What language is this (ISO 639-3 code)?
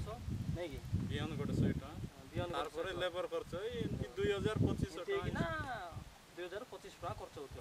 ori